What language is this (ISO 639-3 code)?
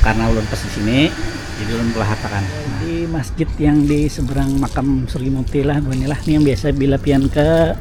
bjn